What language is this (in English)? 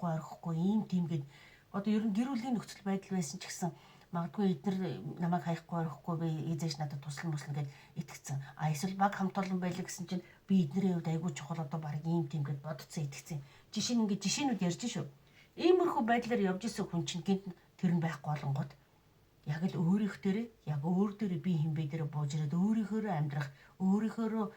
Mongolian